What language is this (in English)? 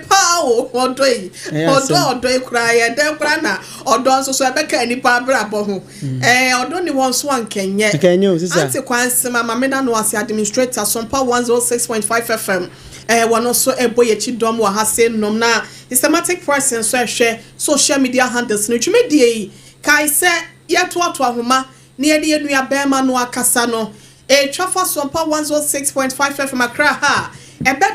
Akan